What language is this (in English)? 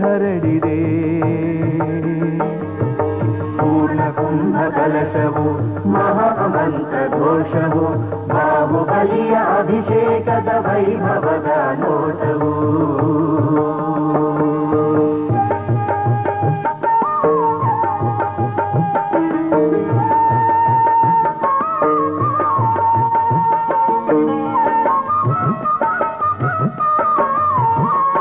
Kannada